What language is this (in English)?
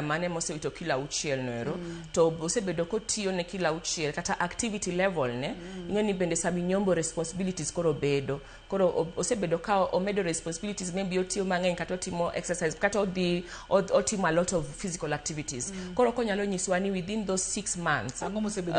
Luo (Kenya and Tanzania)